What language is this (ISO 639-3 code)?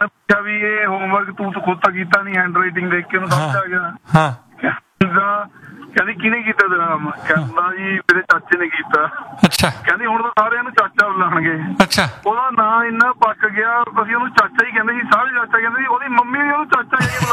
pan